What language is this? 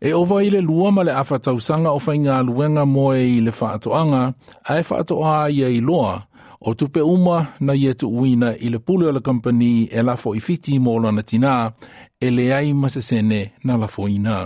Samoan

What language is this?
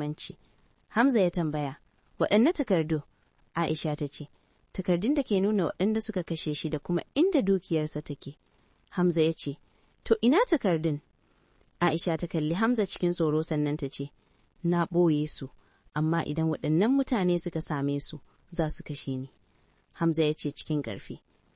Hausa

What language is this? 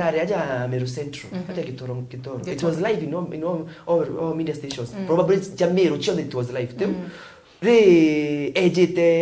Meru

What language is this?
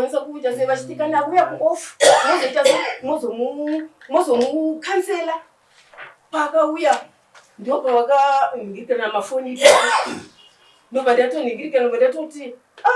Shona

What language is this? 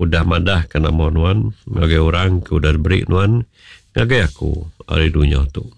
Iban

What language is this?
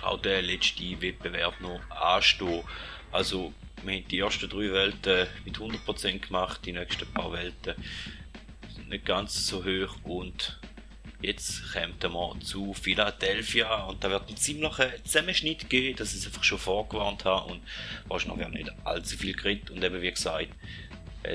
Swiss German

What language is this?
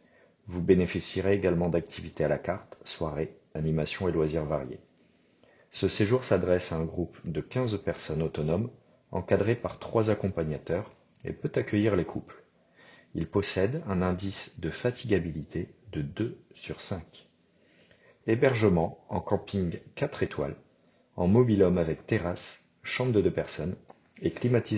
French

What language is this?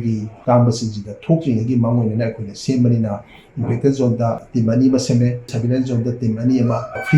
Manipuri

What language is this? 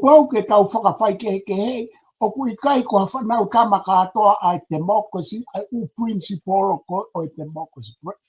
Tongan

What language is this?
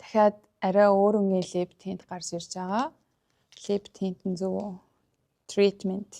Mongolian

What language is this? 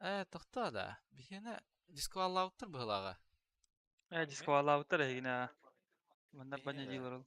Yakut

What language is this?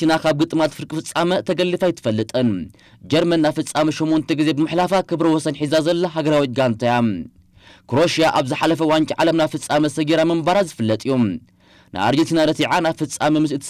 Tigrinya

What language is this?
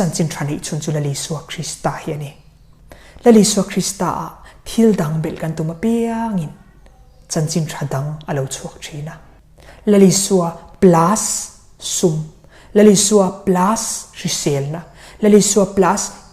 Mizo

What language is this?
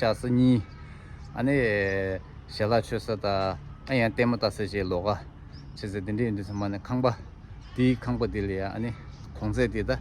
Tibetan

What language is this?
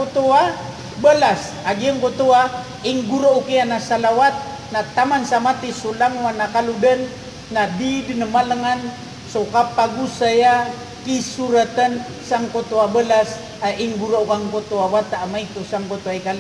Maranao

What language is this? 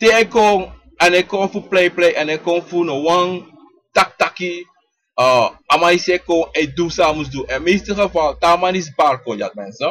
Sranan Tongo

